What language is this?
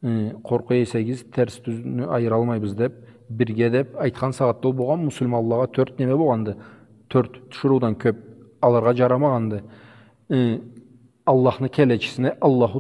Karachay-Balkar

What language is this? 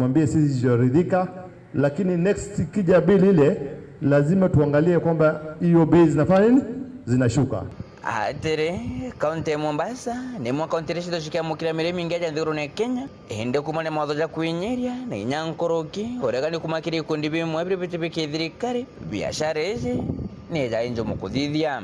Meru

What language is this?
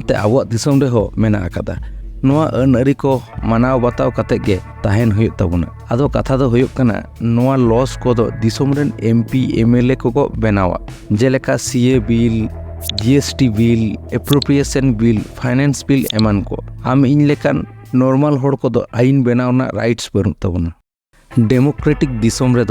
Santali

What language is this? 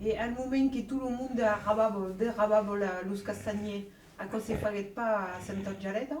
Occitan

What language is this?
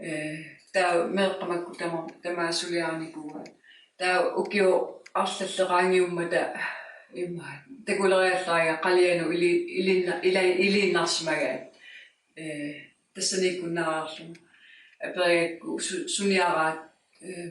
Kalaallisut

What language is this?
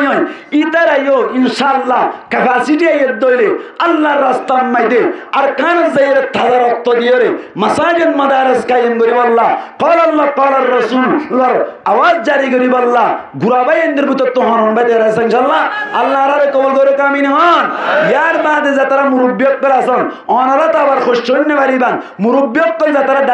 Rohingya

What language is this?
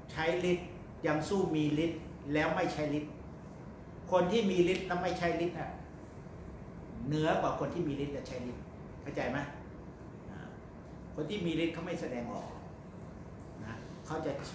Thai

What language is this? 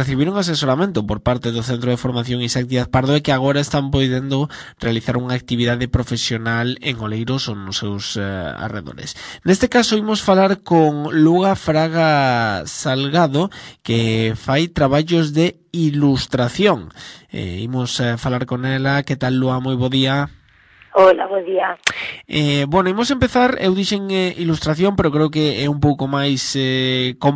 Galician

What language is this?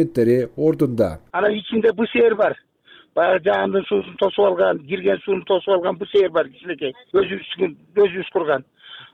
Kyrgyz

